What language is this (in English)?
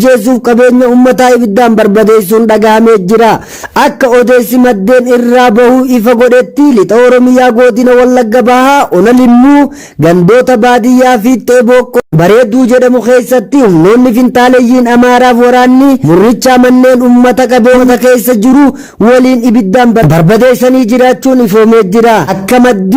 Oromo